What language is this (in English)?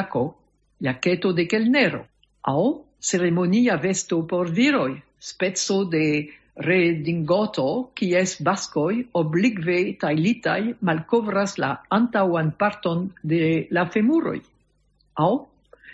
Esperanto